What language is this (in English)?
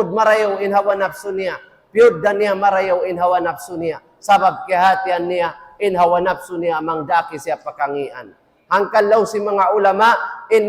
Tausug